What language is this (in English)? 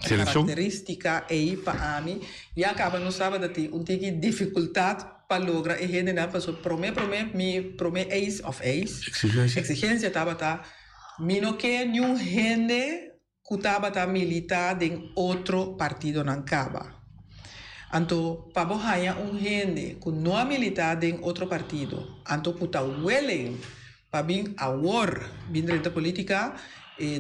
Papiamento